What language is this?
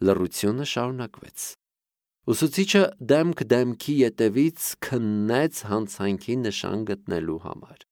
Armenian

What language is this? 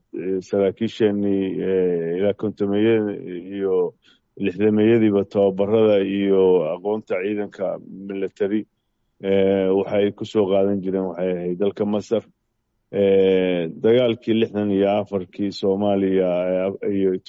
Somali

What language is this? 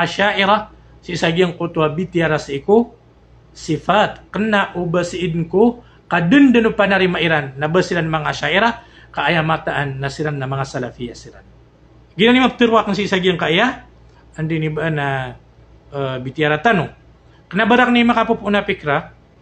Maranao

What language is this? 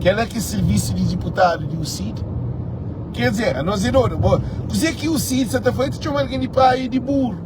Kabuverdianu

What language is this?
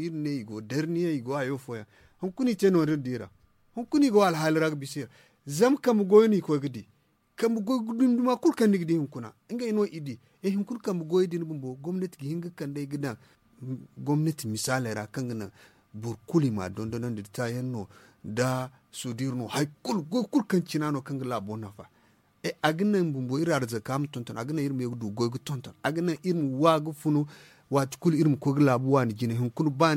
Zarma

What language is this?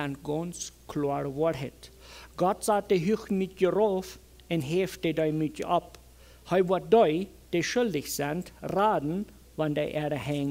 Plautdietsch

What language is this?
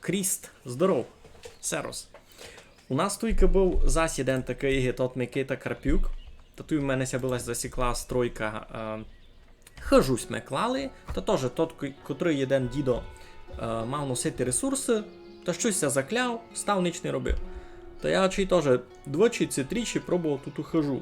Rusyn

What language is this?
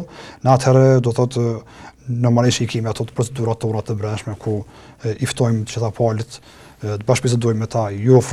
Albanian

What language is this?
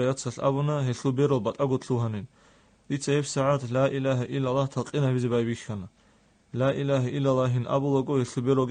Avaric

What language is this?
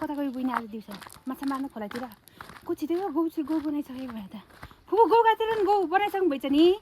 Nepali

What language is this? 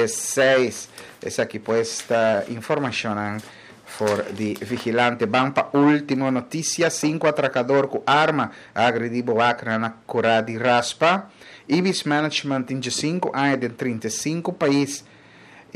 Papiamento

